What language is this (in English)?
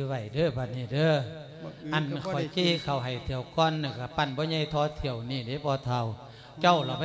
Lao